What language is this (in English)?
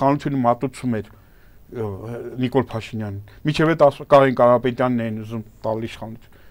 Armenian